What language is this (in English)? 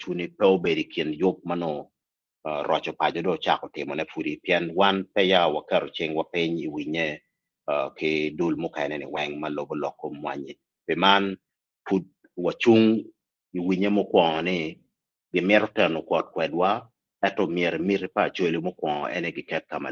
Acoli